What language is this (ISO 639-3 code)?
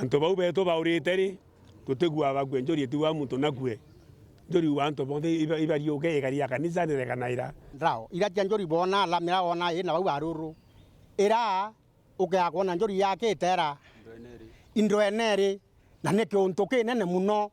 mer